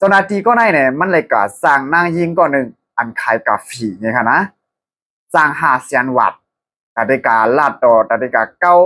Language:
Shan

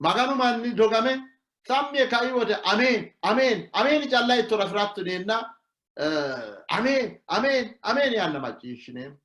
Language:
Sidamo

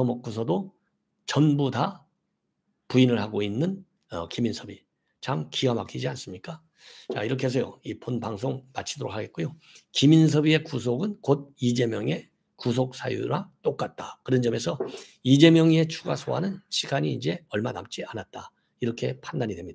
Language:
Korean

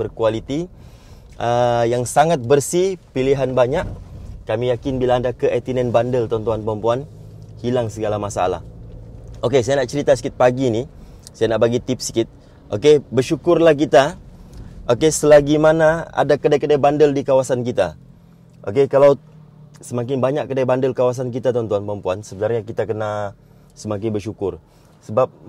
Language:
Malay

